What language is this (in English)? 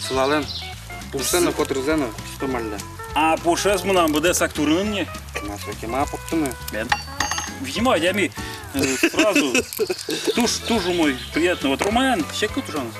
Udmurt